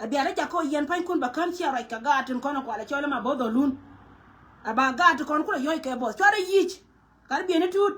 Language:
Nuer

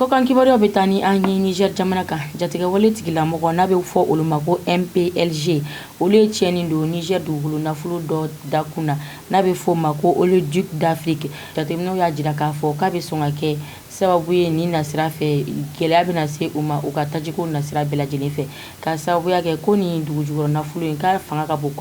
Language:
Bambara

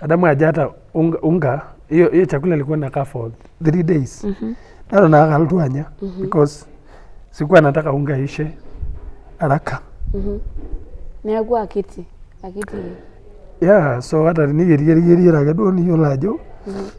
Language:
Masai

